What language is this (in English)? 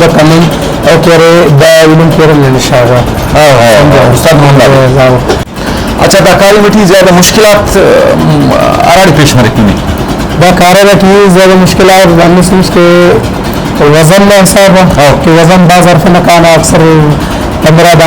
Brahui